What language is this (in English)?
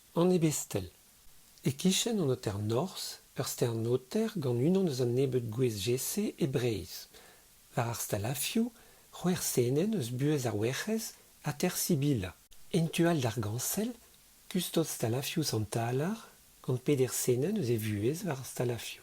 Breton